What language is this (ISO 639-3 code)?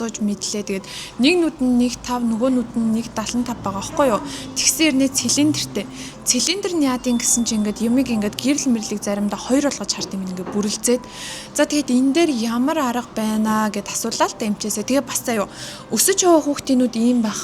mon